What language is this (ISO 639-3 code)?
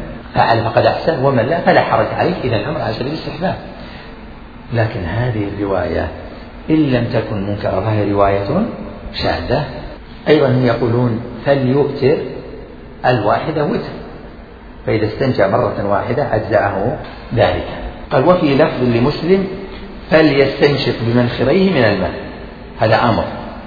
ara